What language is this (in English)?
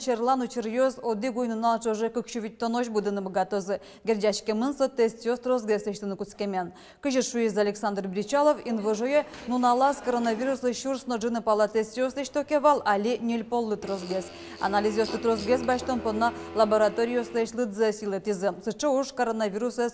Udmurt